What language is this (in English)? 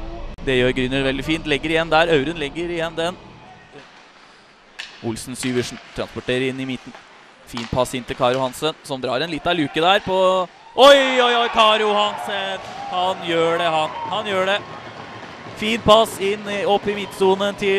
Norwegian